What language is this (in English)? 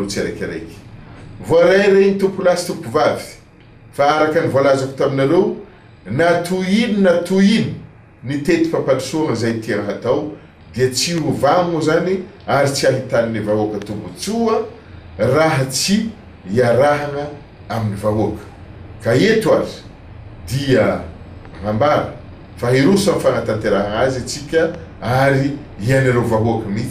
Malagasy